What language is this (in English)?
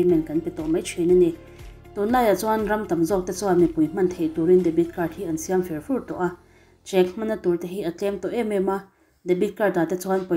Mizo